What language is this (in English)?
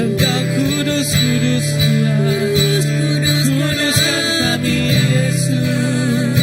Iban